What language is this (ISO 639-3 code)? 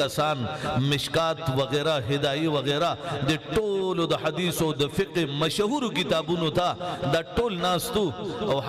pus